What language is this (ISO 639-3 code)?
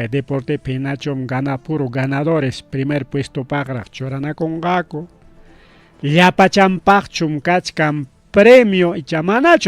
quy